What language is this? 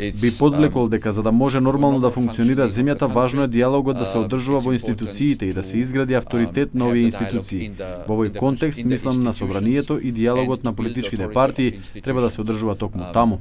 Macedonian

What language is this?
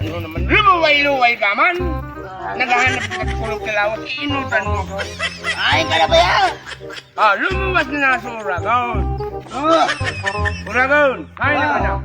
Bikol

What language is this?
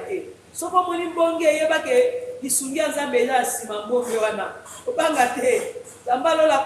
Lingala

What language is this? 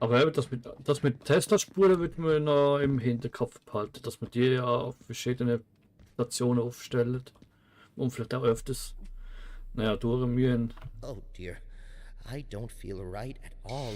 Swiss German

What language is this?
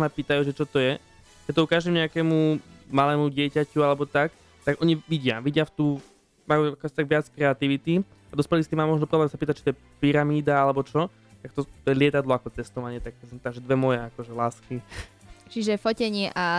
Slovak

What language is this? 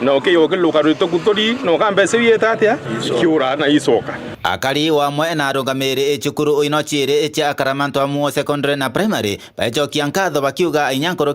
Meru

